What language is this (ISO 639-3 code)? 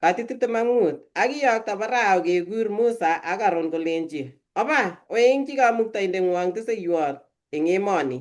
kln